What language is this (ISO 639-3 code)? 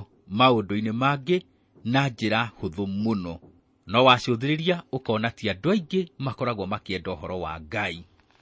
kik